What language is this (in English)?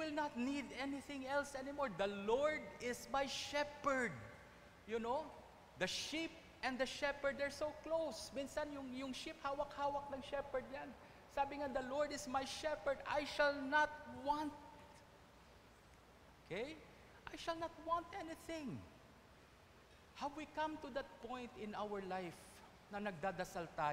Filipino